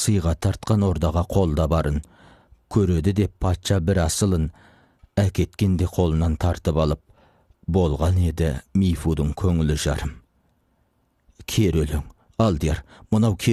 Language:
Kazakh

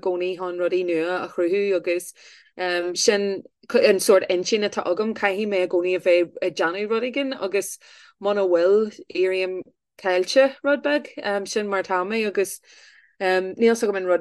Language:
Irish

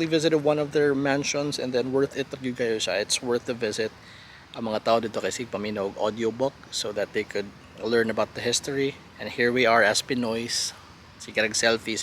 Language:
Cebuano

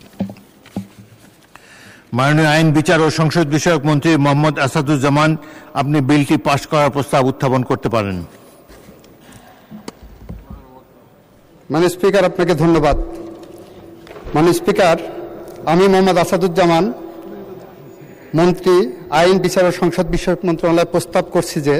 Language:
Bangla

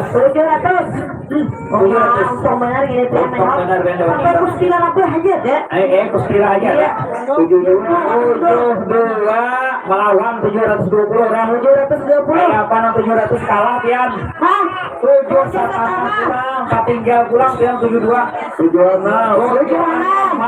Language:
Banjar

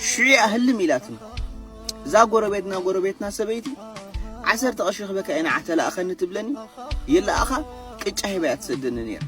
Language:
Tigrinya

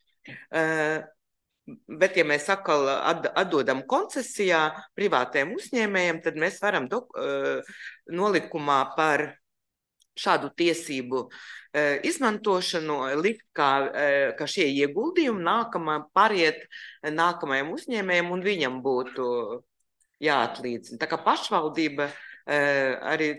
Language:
Latvian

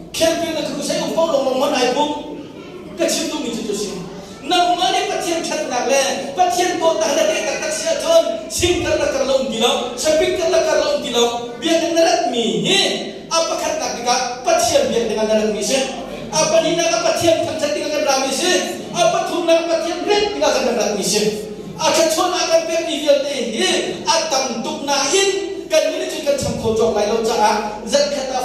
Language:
Hakha Chin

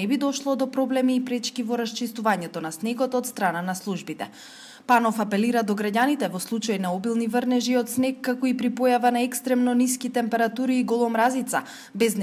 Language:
Macedonian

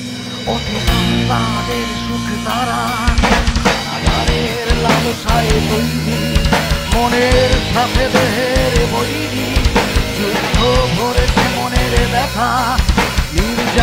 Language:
Bangla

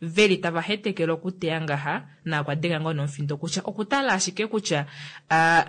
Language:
Kuanyama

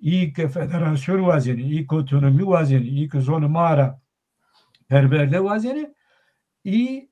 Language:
Zaza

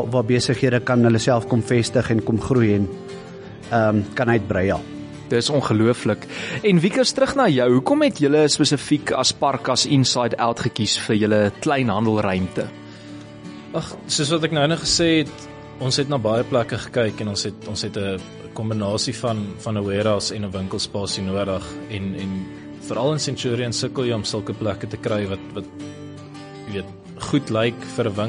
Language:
Afrikaans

